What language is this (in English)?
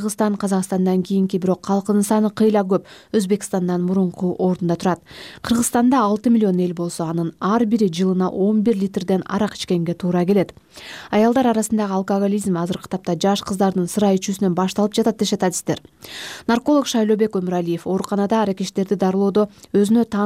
Kyrgyz